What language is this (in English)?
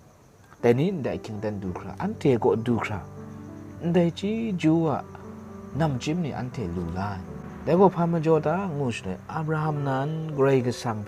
Kachin